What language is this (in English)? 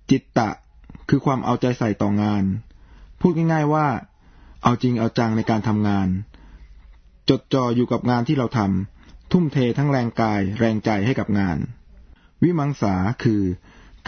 Thai